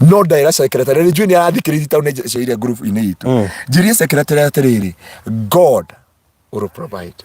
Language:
Kikuyu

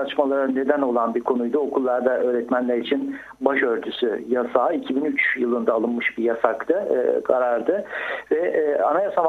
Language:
Turkish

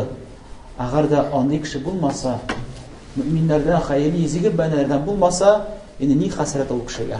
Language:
Tatar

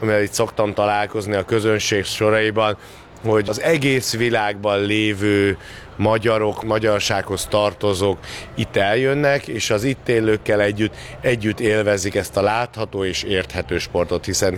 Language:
Hungarian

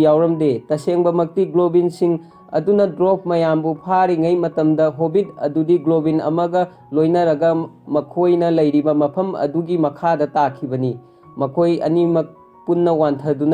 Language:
Manipuri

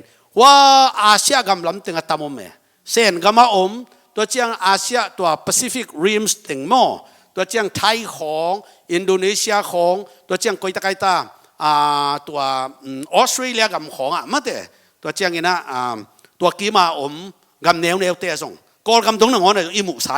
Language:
Tedim Chin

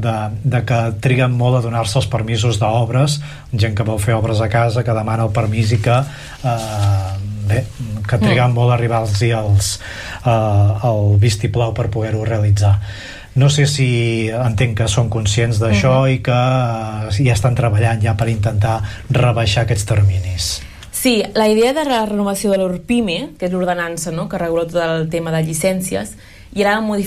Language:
Catalan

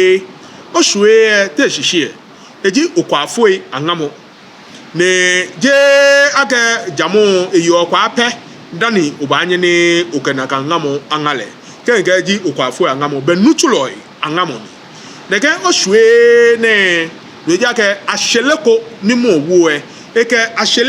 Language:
Ga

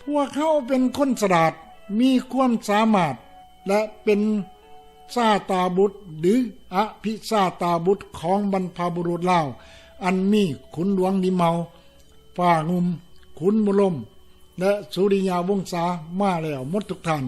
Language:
Lao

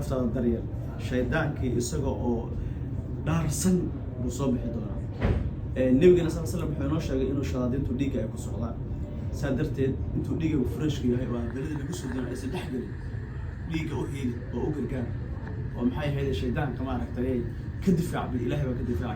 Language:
Somali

